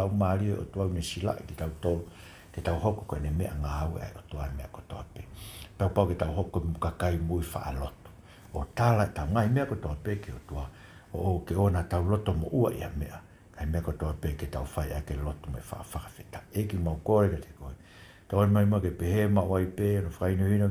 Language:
Tongan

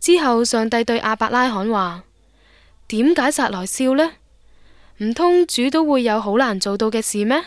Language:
Cantonese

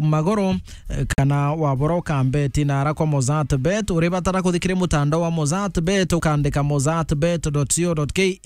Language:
Meru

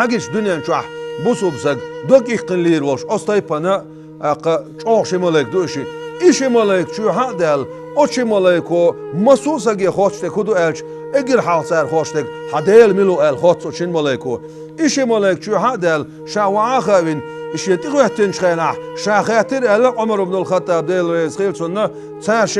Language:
Chechen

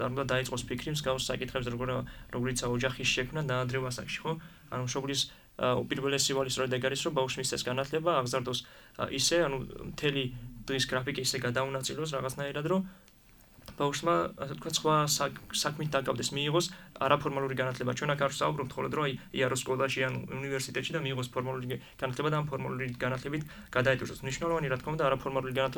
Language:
Georgian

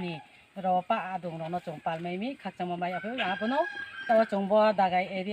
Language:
Kok Borok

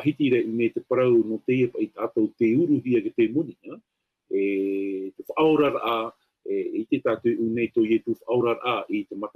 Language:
Tahitian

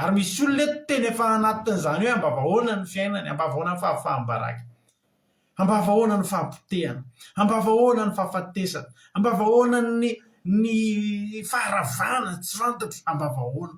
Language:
Malagasy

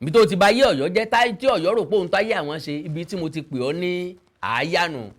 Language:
Yoruba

